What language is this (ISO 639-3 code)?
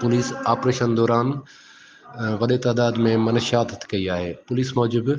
snd